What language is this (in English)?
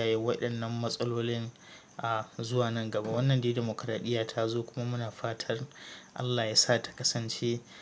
Hausa